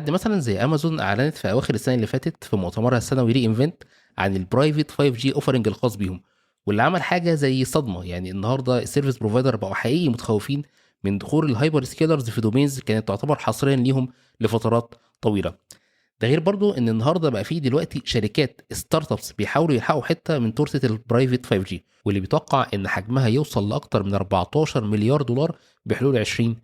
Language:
Egyptian Arabic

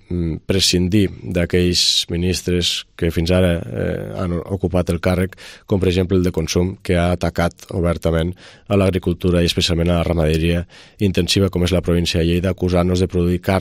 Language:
Catalan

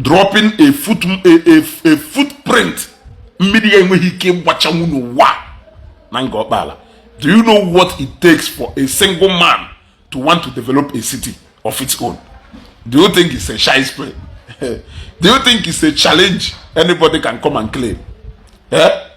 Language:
Igbo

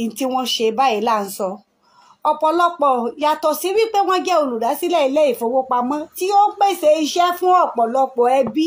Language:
Yoruba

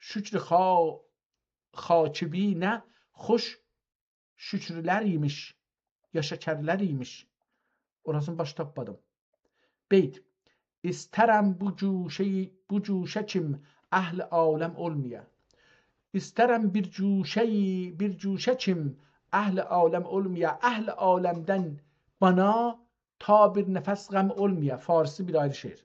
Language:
South Azerbaijani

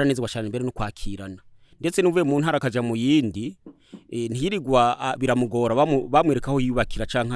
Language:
Rundi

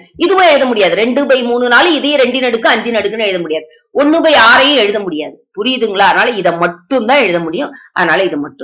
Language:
Tamil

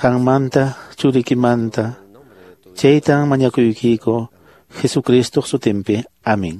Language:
Quechua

